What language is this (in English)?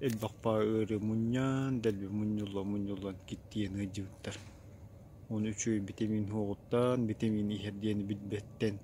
Yakut